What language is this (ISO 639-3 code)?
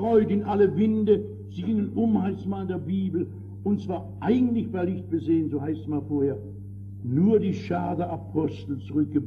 deu